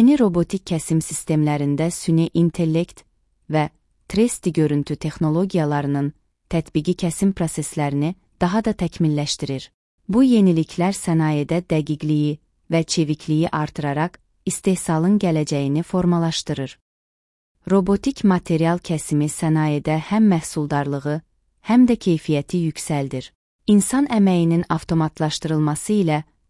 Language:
Azerbaijani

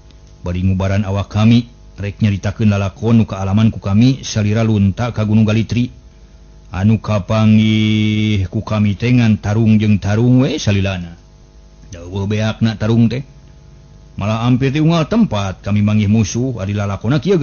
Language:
Sundanese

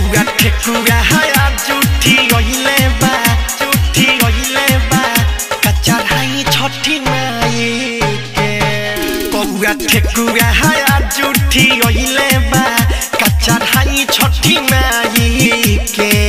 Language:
Bhojpuri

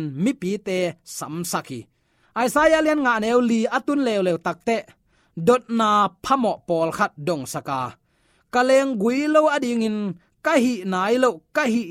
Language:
Tedim Chin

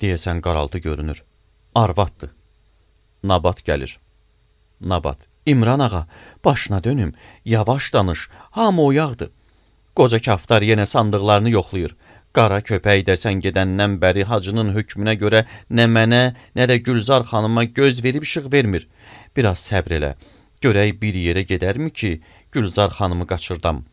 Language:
Azerbaijani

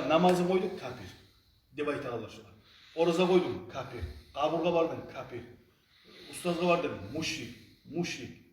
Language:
Kumyk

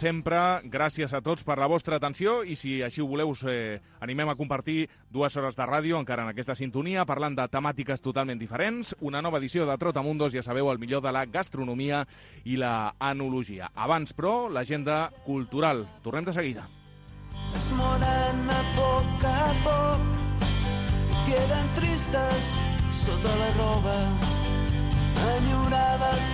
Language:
Catalan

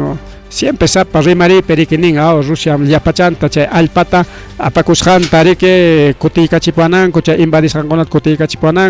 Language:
Ayacucho Quechua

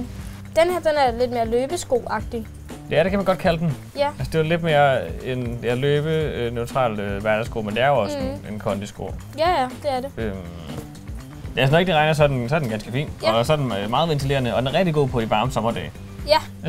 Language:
Danish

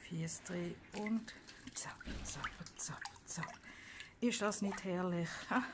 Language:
Swiss German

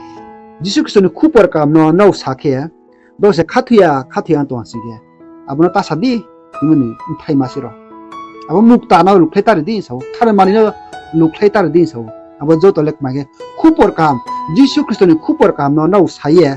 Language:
Riang (India)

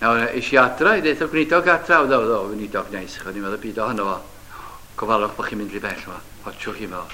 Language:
Welsh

